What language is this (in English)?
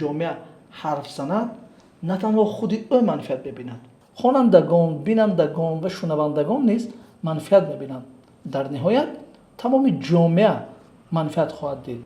Tajik